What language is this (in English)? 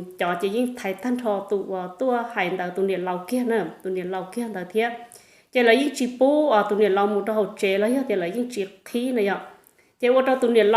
Hmong